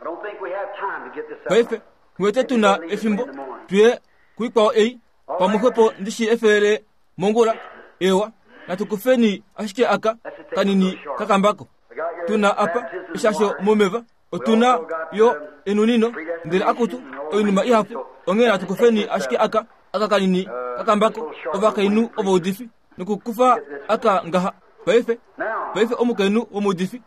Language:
Kuanyama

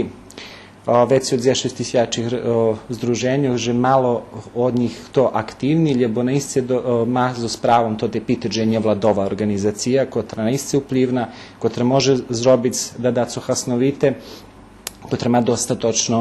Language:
Rusyn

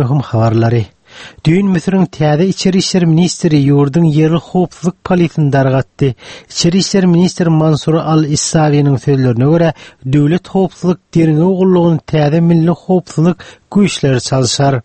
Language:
Turkmen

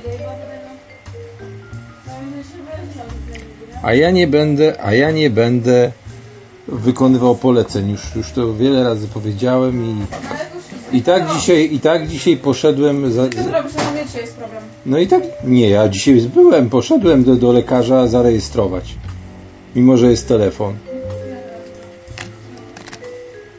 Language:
Polish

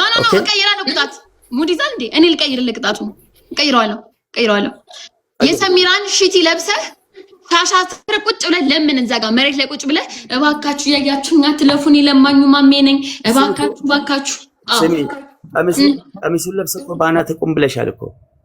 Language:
Amharic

